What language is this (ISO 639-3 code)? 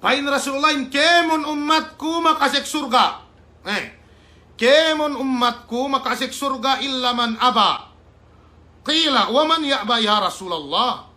yka